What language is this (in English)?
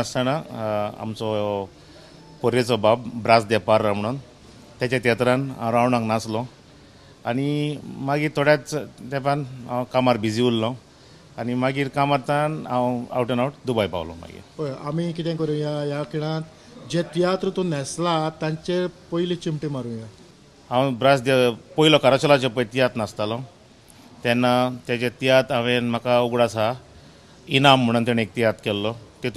Konkani